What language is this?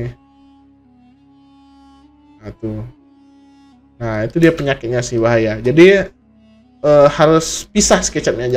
Indonesian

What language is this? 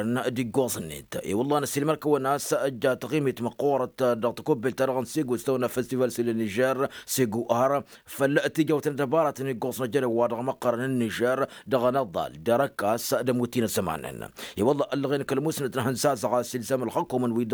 Tamasheq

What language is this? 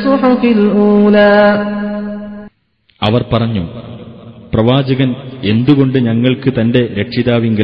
Malayalam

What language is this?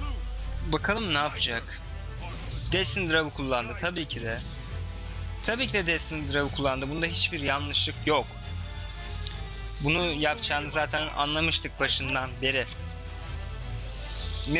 Turkish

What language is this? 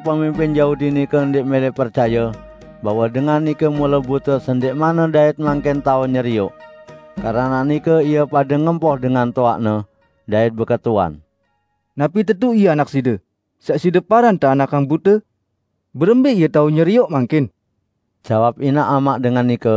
Sasak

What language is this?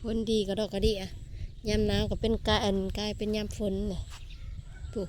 Northeastern Thai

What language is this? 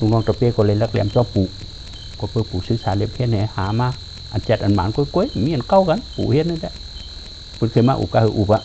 Shan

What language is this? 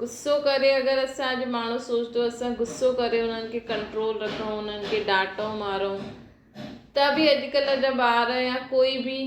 Sindhi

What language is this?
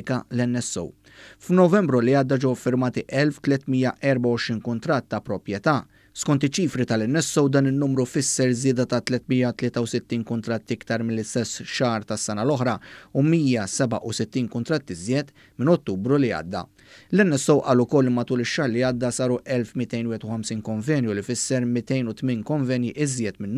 Maltese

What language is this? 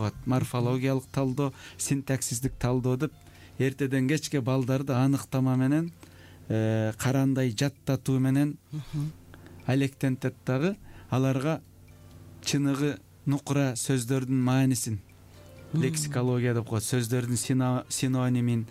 Kyrgyz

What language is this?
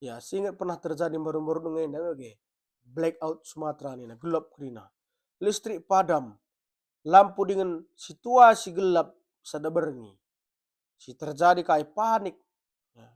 Batak Karo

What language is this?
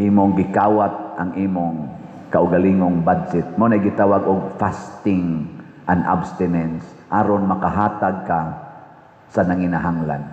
Cebuano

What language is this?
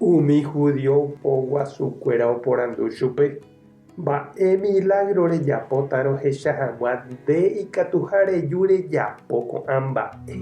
Guarani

